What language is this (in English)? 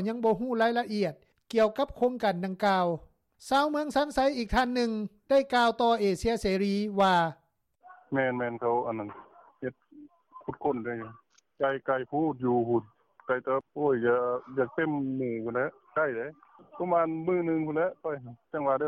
Lao